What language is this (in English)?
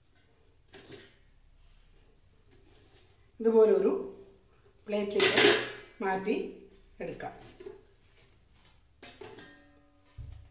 Malayalam